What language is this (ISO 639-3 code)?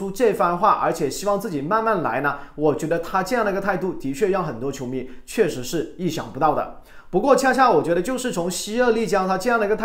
zho